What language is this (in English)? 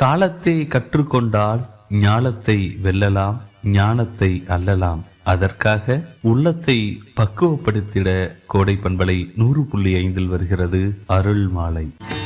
Tamil